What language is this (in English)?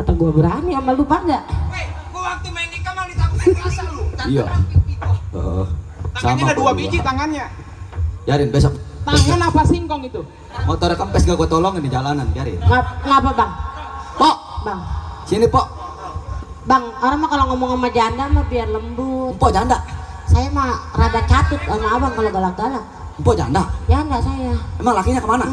Betawi